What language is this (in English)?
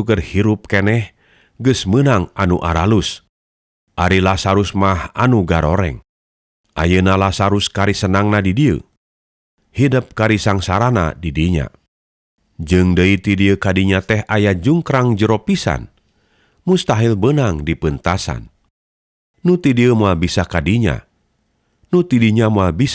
Sundanese